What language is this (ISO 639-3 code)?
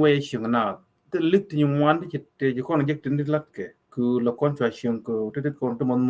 nus